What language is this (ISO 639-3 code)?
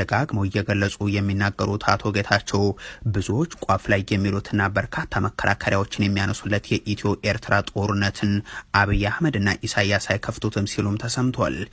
amh